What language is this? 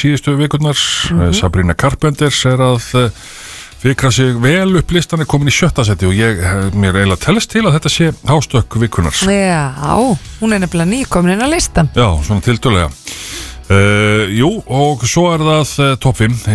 Icelandic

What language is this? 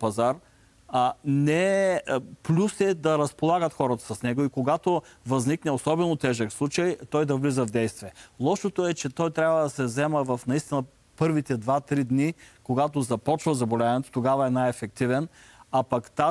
Bulgarian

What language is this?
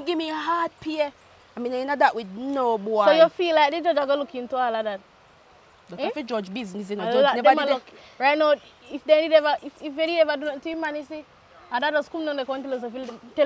Jamaican Creole English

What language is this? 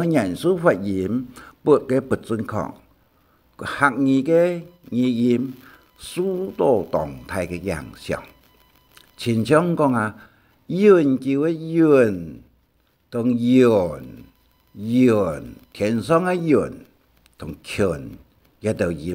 Hakka Chinese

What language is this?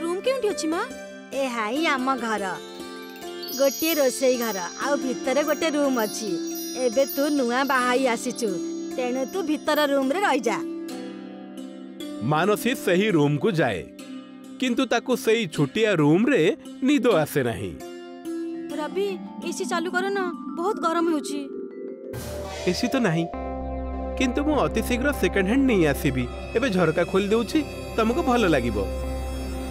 Odia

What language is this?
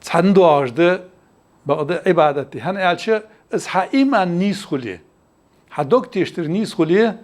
Ingush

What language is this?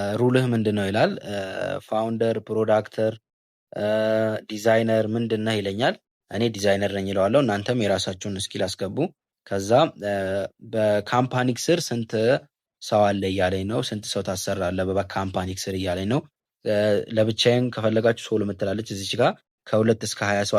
Amharic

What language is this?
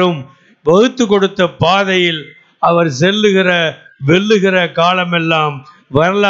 Tamil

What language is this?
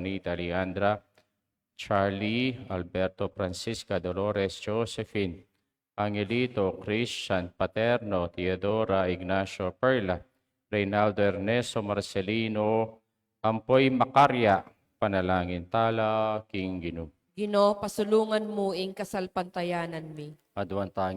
Pampanga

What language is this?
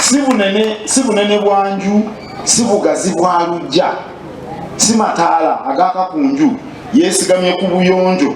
Ganda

